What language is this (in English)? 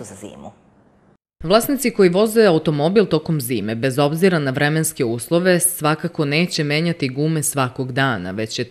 Serbian